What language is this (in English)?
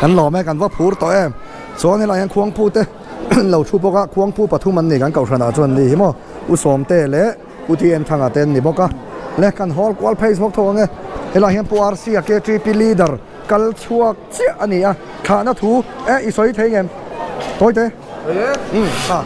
Mizo